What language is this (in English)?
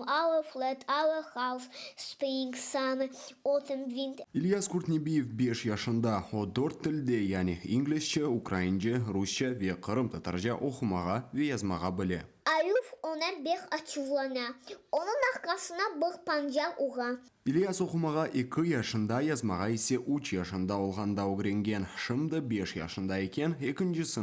Crimean Tatar